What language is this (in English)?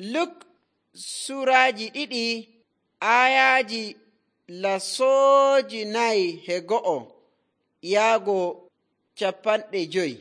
Nigerian Fulfulde